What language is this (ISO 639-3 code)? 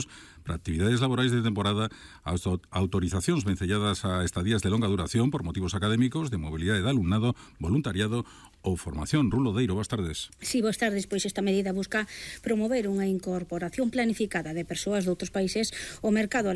glg